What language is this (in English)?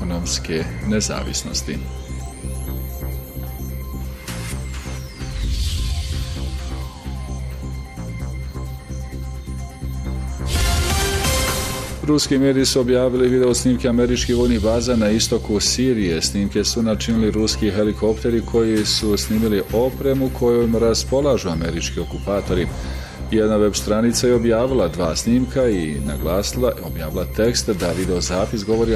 Bosnian